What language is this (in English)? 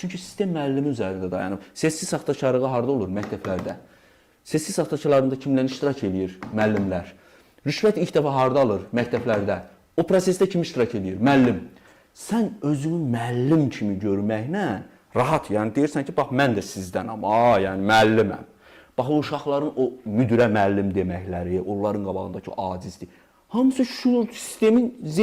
Azerbaijani